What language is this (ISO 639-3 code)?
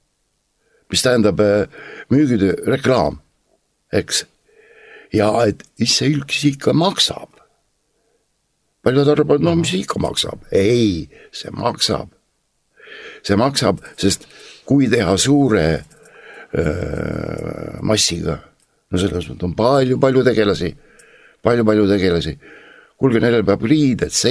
est